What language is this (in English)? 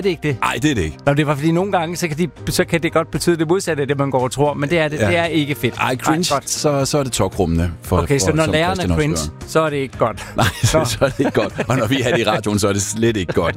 Danish